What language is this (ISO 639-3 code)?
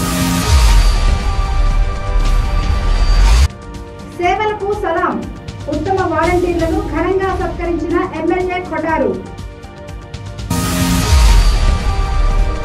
tel